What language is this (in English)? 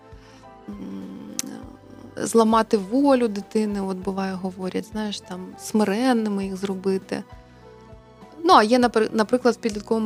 Ukrainian